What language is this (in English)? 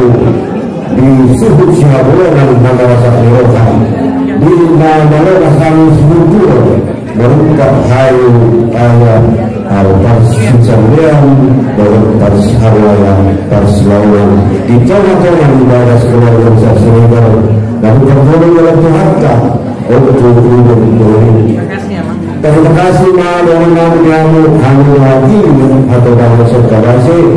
Batak Angkola